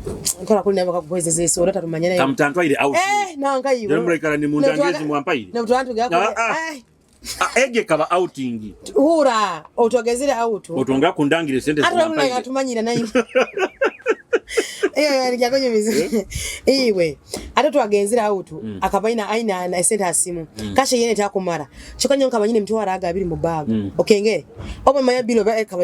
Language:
Nyoro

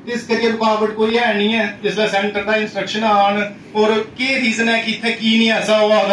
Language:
Dogri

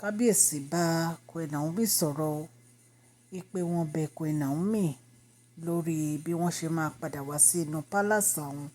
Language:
Yoruba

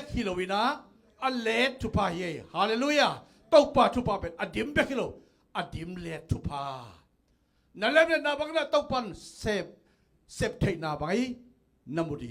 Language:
Tedim Chin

